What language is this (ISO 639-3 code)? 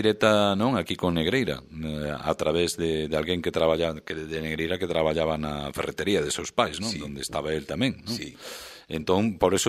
glg